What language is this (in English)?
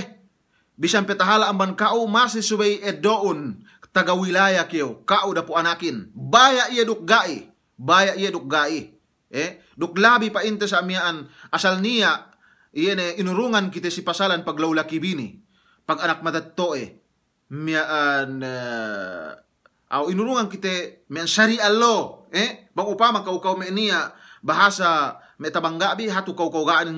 Yakan